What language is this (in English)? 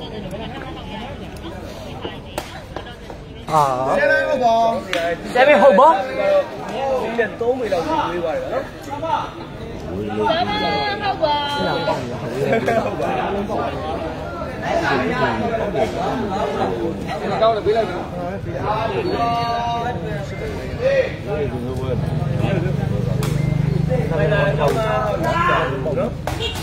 Burmese